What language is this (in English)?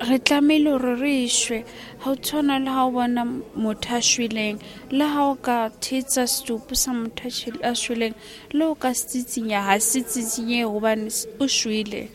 Southern Sotho